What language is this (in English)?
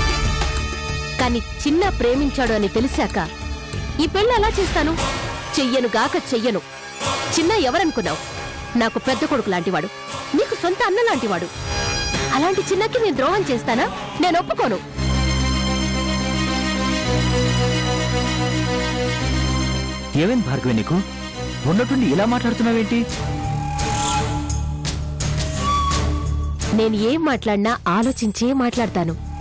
Telugu